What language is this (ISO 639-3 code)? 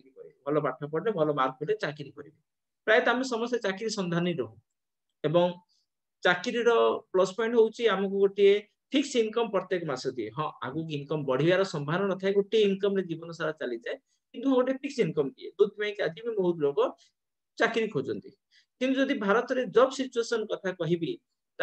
ori